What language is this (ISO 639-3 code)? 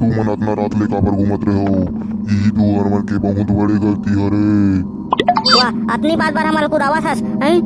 hne